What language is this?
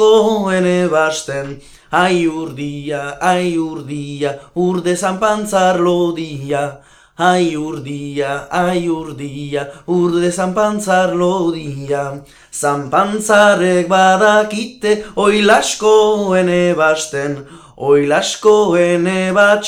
Basque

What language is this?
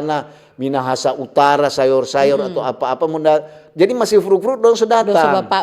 Manado Malay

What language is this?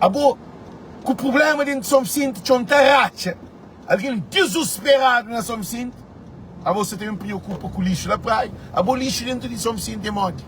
Kabuverdianu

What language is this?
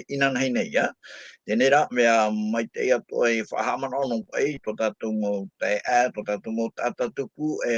Tahitian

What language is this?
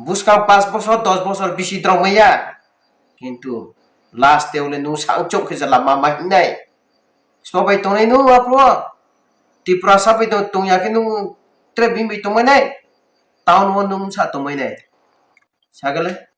Riang (India)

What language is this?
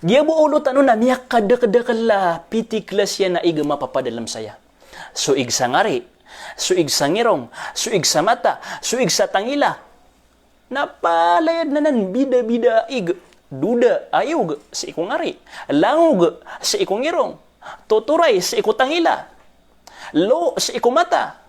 Maranao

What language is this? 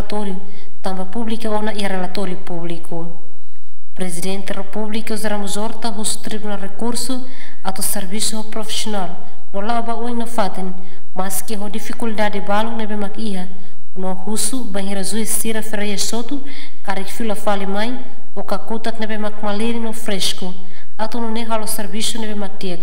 Tetum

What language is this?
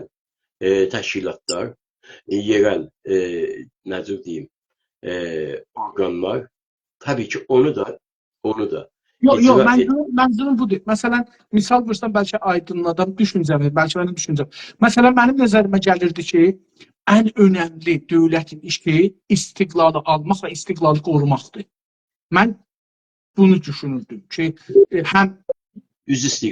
South Azerbaijani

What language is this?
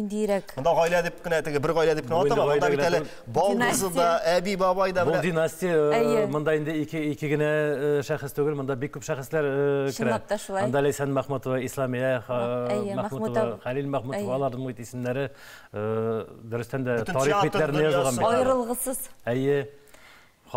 Tatar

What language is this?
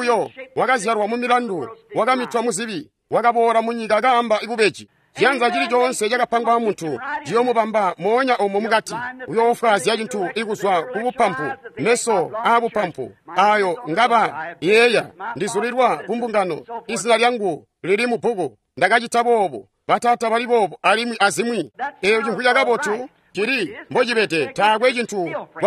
Tonga (Zambia)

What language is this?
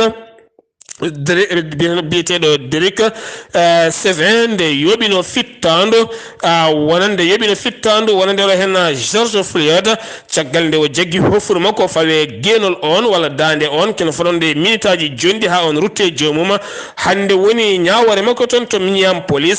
Fula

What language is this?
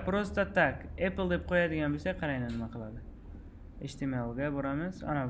Uzbek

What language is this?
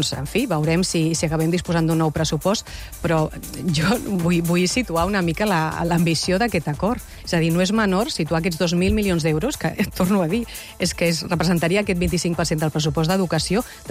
Catalan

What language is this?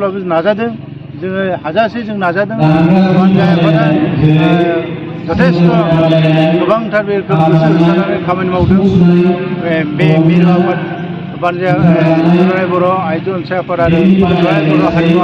Bodo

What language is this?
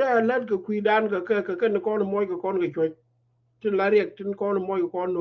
Nuer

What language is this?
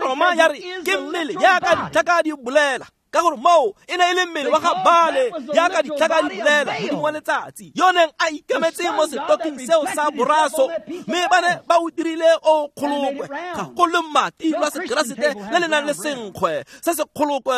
Tswana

